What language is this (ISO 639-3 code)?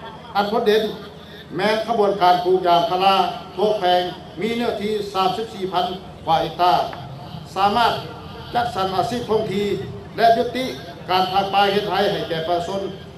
lao